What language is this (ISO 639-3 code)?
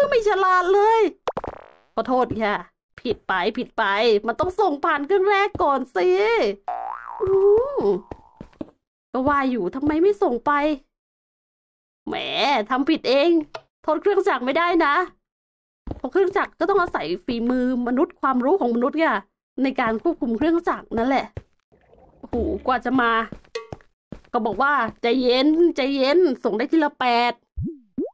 tha